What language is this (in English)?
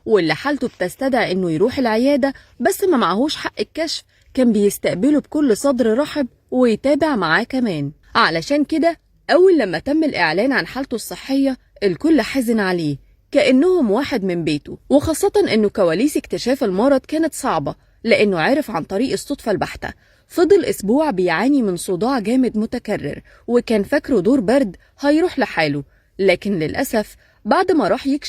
Egyptian Arabic